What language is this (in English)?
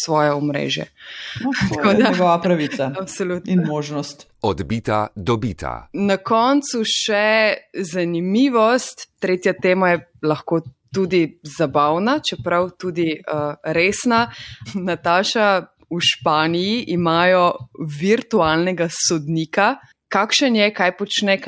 Slovenian